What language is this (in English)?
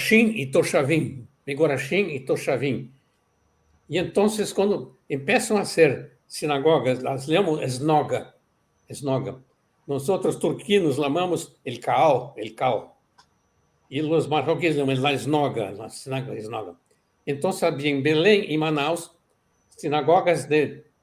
Ladino